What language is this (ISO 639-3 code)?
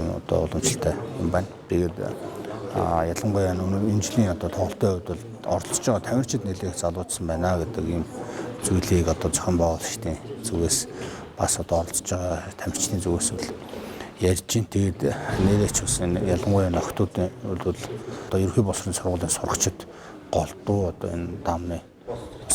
mon